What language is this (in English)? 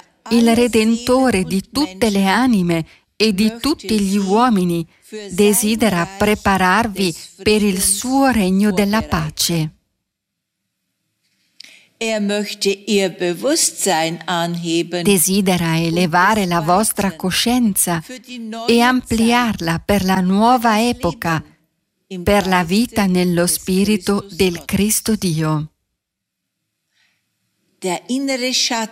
Italian